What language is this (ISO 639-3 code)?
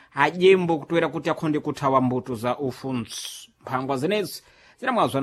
seh